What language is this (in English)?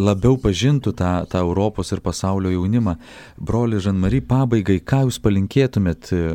Lithuanian